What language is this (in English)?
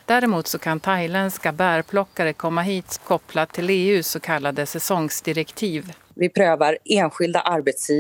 Swedish